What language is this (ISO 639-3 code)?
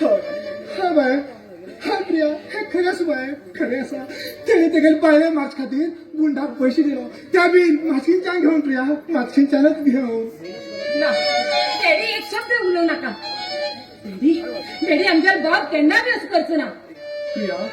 kok